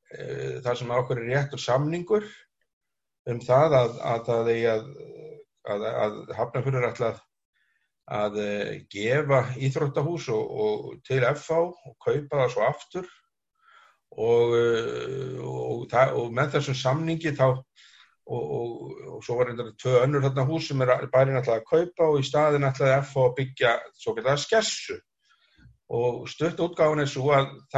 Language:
Icelandic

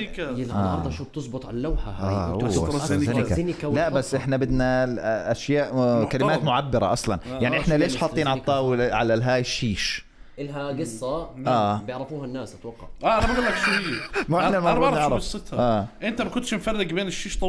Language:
North Levantine Arabic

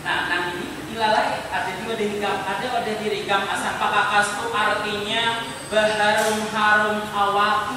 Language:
Banjar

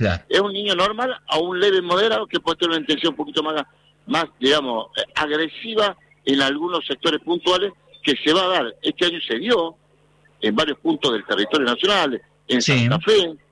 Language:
Spanish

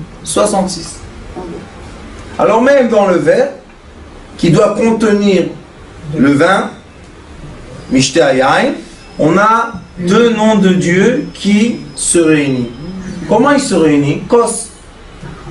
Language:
French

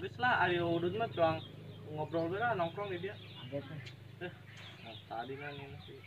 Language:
Sundanese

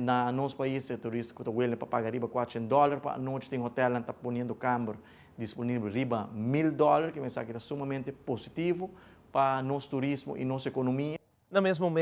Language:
Papiamento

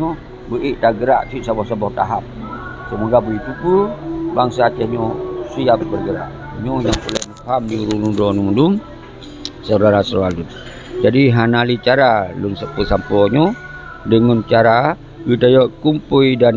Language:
Achinese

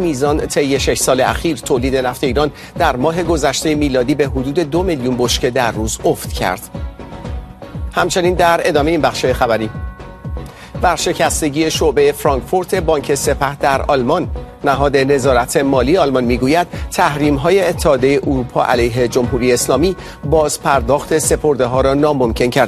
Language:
Persian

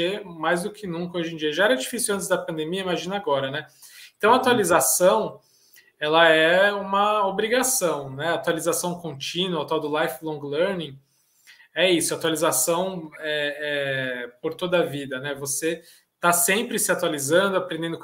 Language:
Portuguese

